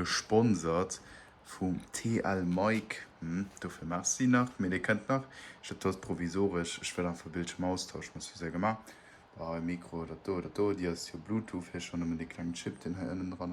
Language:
Luxembourgish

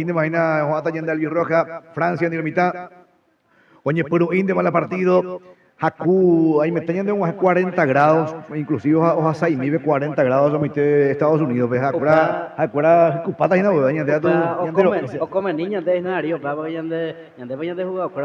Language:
Guarani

